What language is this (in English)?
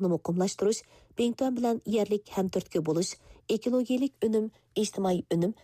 Uyghur